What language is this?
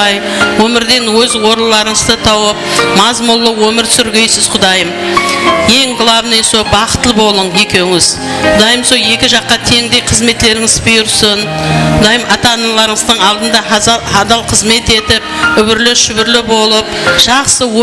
Kara-Kalpak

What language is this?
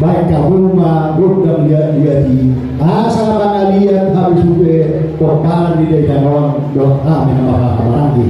Batak Toba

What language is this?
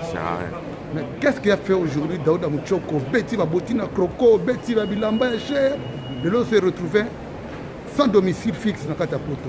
Lingala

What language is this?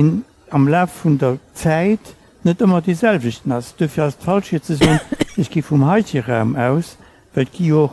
Luxembourgish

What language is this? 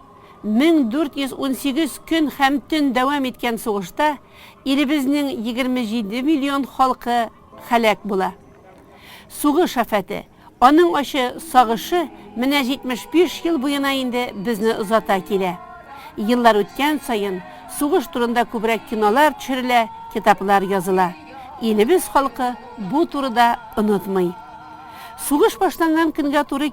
Tatar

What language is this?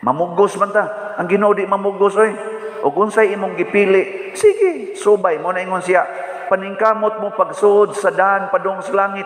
Cebuano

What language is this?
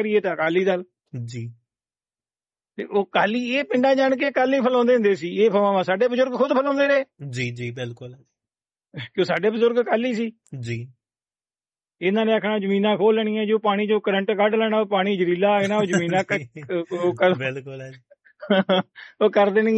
Punjabi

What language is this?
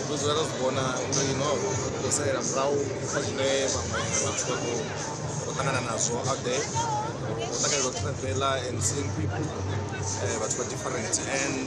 Venda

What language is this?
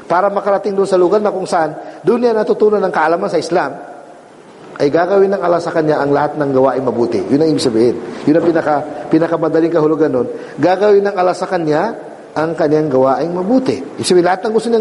Filipino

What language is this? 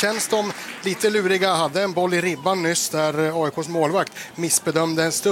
Swedish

